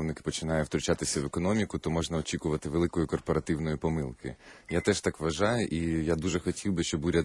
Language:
Ukrainian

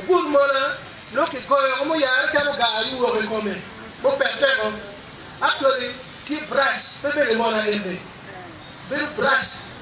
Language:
Acoli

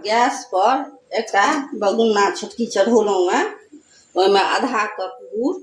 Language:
Maithili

